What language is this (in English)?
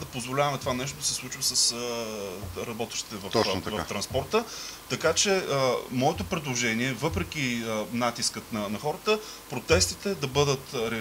Bulgarian